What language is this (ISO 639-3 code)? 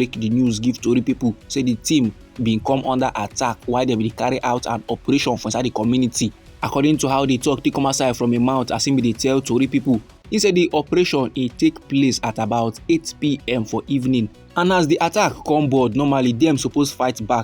pcm